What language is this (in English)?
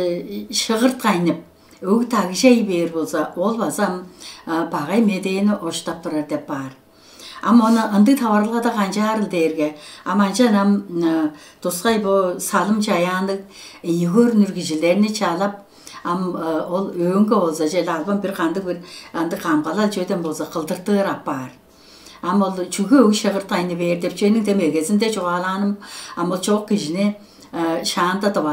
Tuvinian